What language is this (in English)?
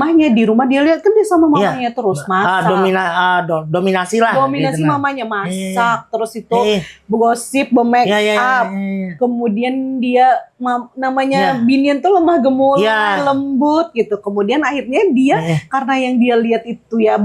Banjar